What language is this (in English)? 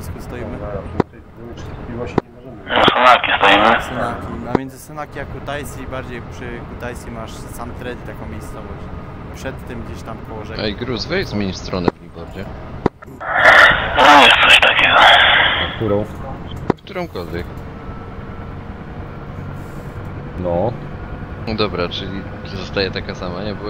Polish